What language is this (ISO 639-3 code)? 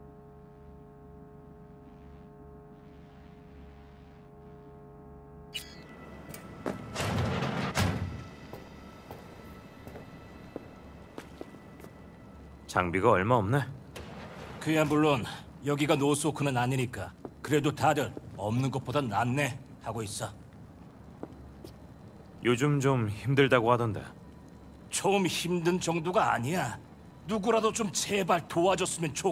kor